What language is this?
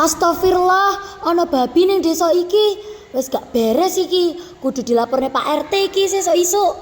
Javanese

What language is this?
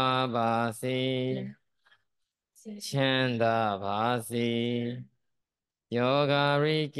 Burmese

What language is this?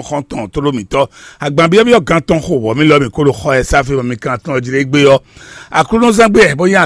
Fon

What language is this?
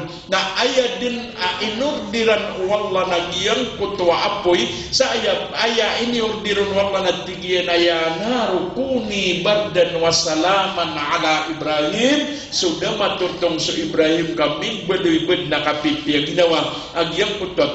Maranao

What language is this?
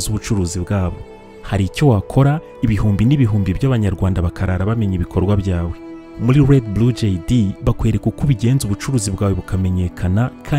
Kinyarwanda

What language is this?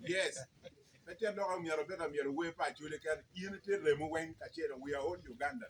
Acoli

